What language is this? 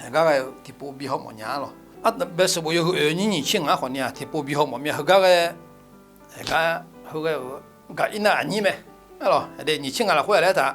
Akha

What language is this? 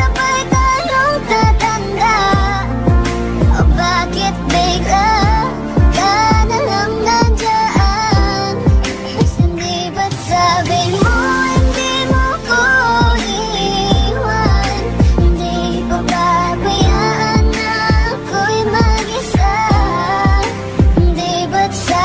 Filipino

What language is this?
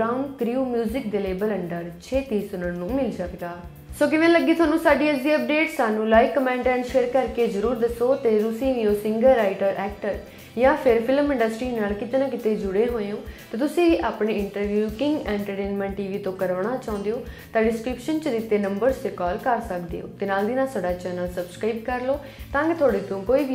Punjabi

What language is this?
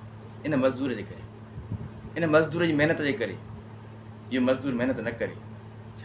Sindhi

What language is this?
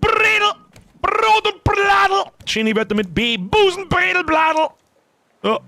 Bavarian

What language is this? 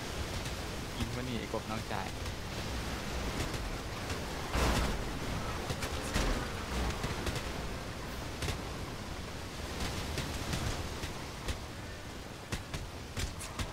Thai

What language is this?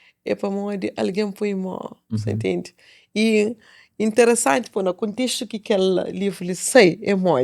Kabuverdianu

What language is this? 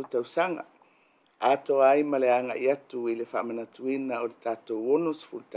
Samoan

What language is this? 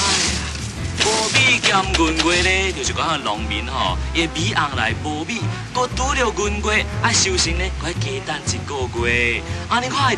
Min Nan Chinese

